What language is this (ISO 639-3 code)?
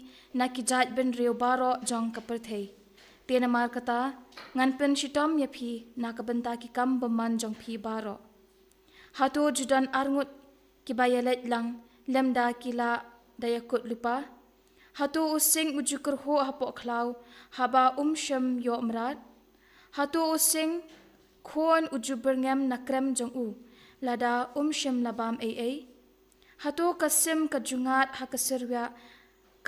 kha